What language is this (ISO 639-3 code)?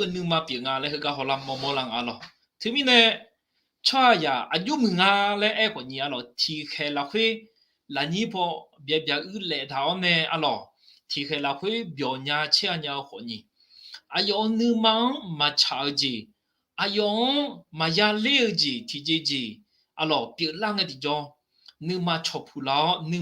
ahk